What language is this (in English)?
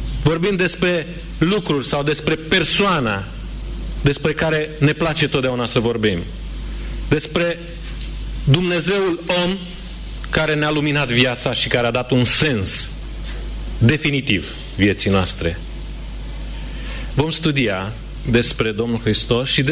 Romanian